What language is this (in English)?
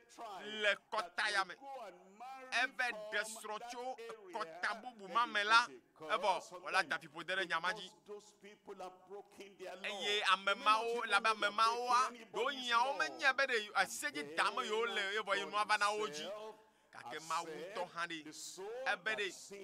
Ewe